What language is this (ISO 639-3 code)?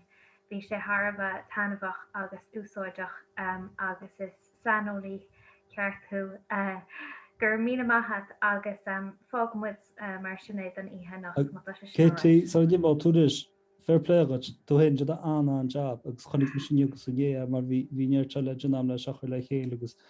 gle